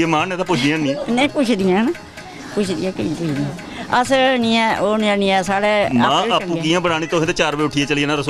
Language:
Dogri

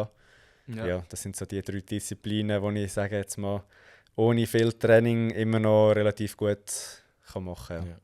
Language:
Swiss German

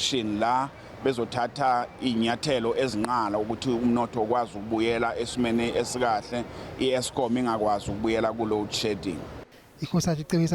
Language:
Zulu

